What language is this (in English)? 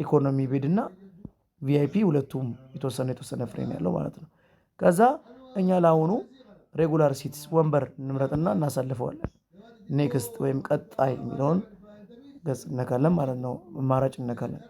Amharic